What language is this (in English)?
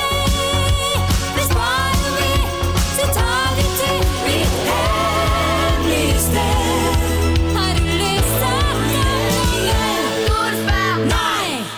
Danish